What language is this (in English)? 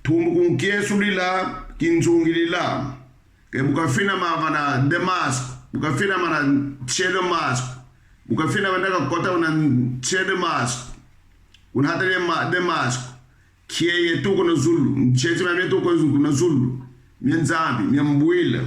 Kongo